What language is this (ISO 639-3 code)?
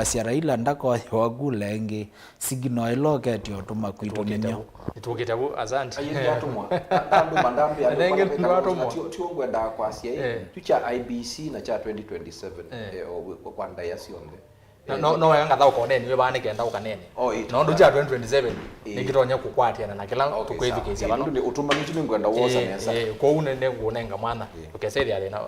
kam